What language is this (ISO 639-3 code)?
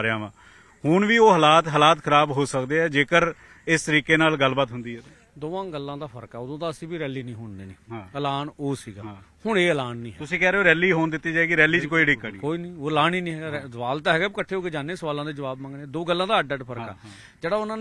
pan